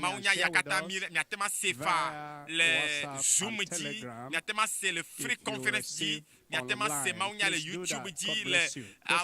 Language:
Ewe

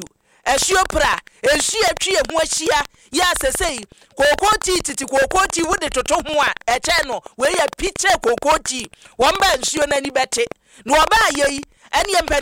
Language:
Akan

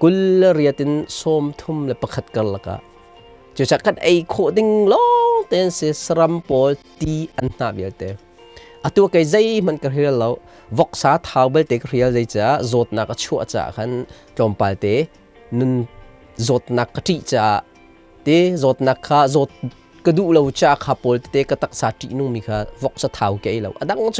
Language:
Hakha Chin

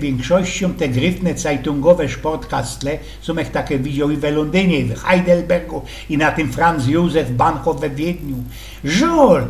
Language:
Silesian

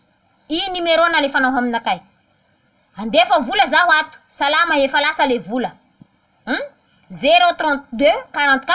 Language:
Malagasy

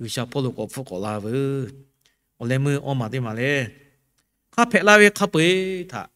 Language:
Lahu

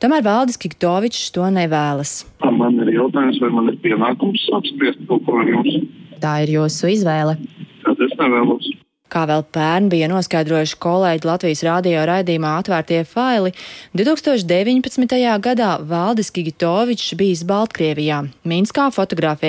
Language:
Latvian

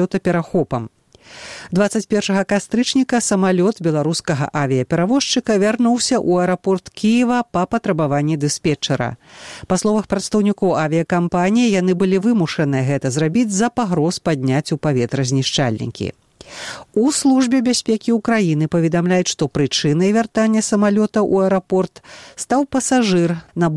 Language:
Belarusian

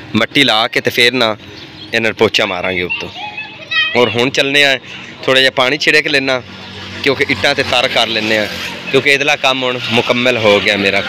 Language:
Punjabi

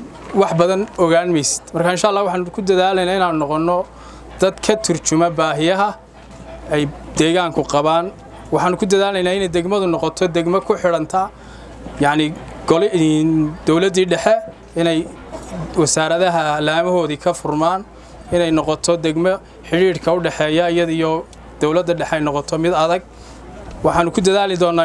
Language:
Somali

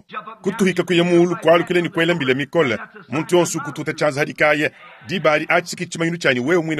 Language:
Luba-Lulua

